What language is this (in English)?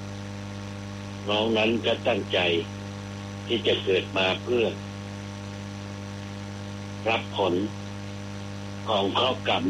Thai